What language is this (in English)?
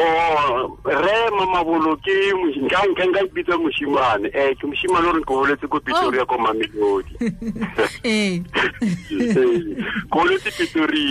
Tswana